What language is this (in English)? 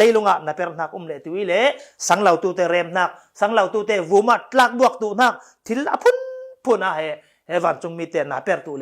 Falam Chin